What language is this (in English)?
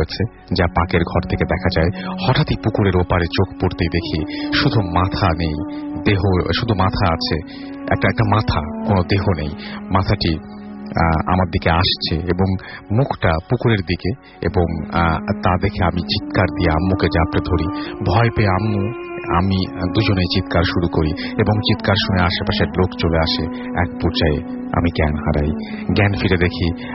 Bangla